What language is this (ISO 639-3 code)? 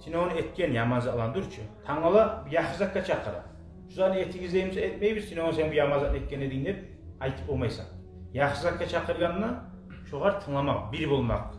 kum